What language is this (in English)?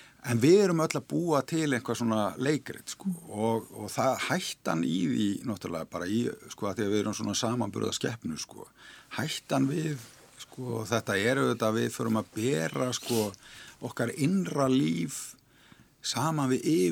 Icelandic